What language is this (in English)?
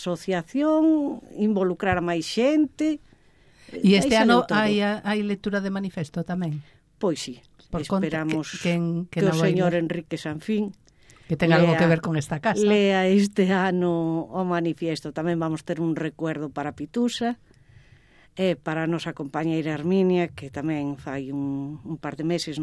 Galician